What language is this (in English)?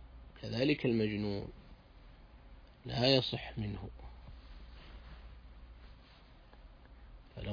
Arabic